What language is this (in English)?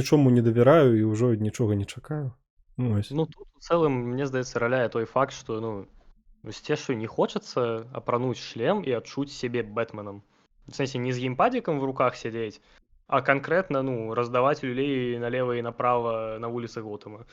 Belarusian